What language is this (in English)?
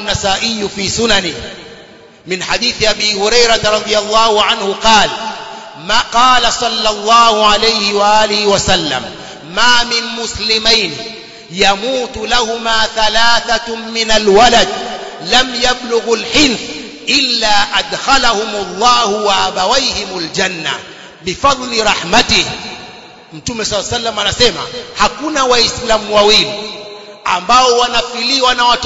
Swahili